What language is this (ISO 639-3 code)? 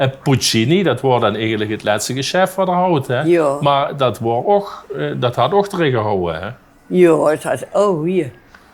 lim